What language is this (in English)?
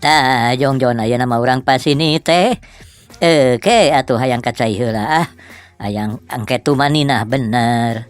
Sundanese